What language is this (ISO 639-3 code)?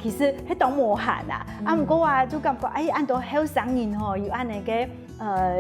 hak